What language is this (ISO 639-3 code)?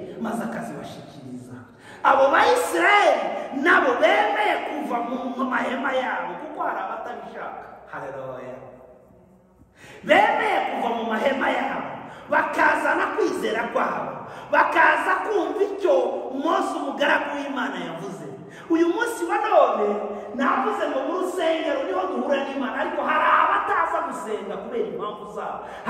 kin